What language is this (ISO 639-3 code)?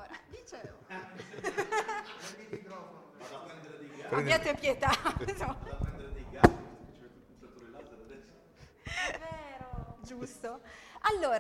ita